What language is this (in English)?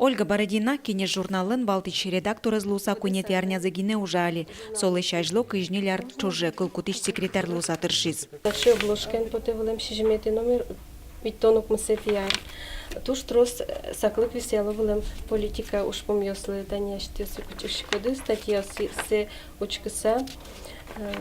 Udmurt